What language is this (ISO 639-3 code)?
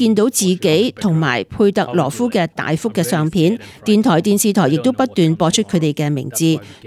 yue